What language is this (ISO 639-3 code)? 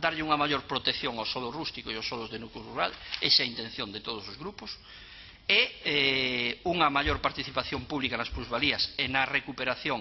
glg